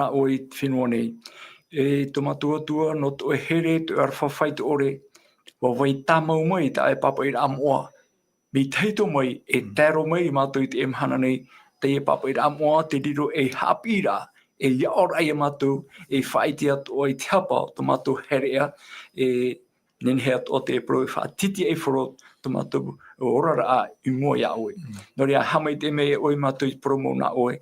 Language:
Tahitian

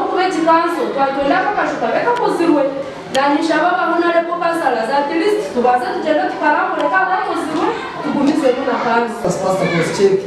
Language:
Nyankole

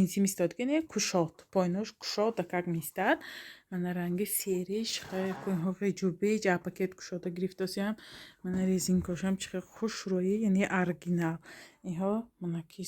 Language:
Tajik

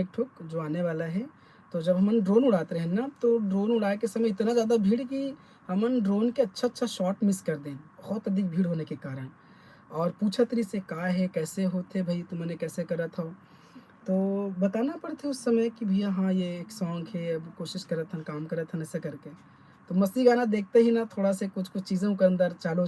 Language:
Chhattisgarhi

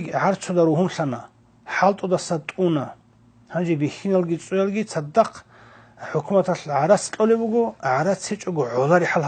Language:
Avaric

